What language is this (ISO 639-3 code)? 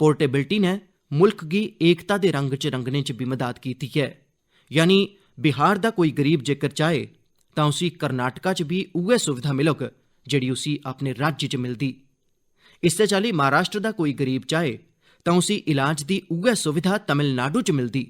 doi